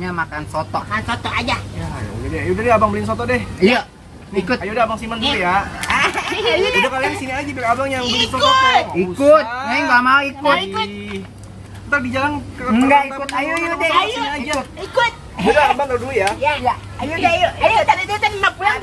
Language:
Betawi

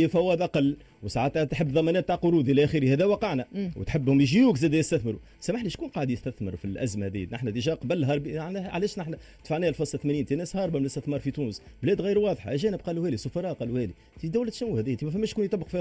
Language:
Tunisian Arabic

